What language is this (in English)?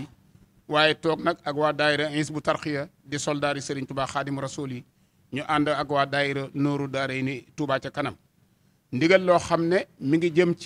Wolof